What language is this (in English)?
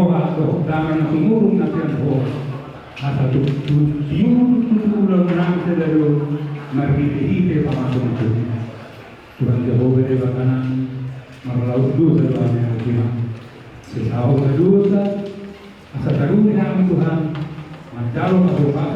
Batak Toba